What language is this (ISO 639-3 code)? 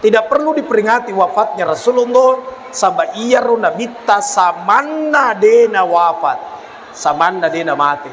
bug